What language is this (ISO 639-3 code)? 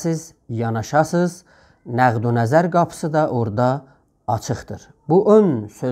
azb